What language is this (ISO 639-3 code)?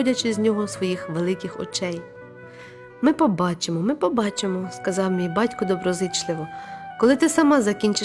ukr